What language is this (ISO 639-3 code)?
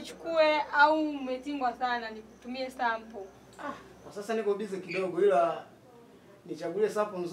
swa